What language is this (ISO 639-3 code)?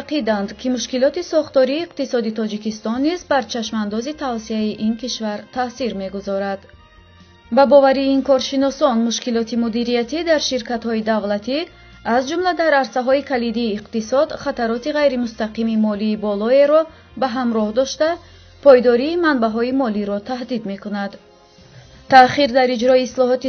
tgk